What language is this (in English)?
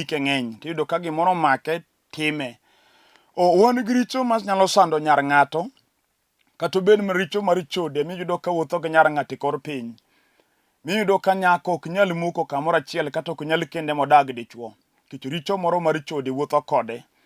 Luo (Kenya and Tanzania)